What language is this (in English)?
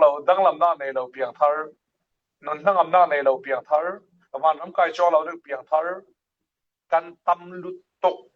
Falam Chin